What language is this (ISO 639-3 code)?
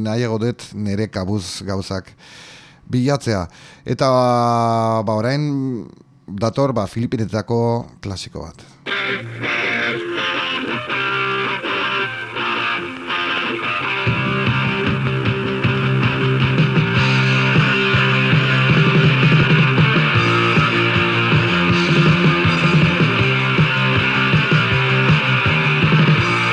eus